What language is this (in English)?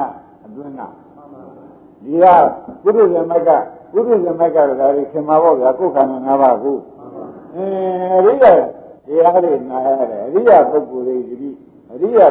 Burmese